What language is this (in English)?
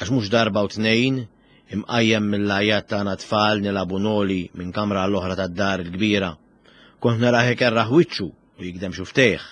Maltese